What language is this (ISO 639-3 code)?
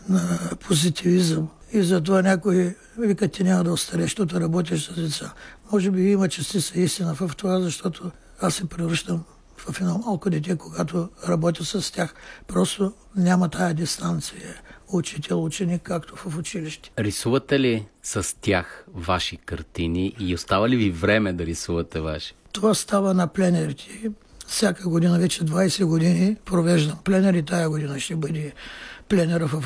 bul